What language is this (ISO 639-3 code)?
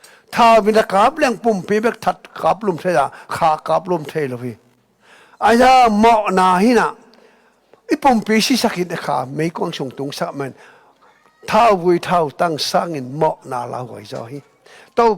ctd